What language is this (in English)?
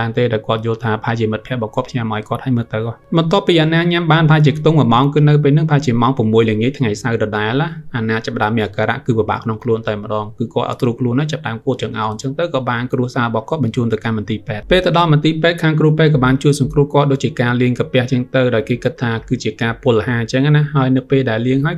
Khmer